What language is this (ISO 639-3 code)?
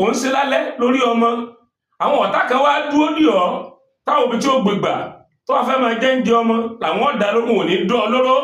yor